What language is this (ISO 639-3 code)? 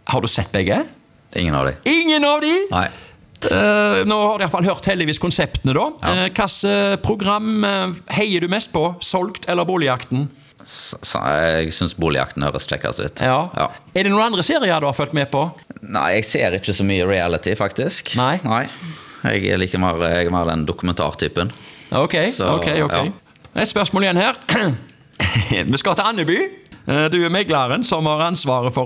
nor